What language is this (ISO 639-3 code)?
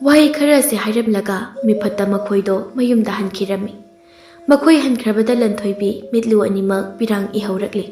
mni